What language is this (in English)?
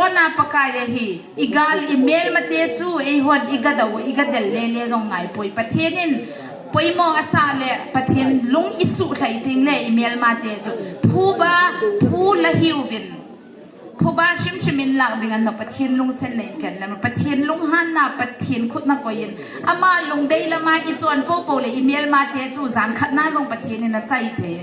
Hmar